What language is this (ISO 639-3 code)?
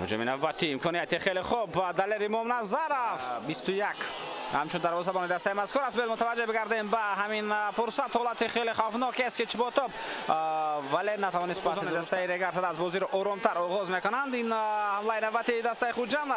tgk